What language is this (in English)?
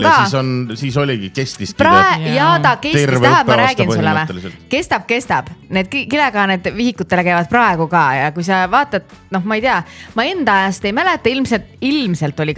Estonian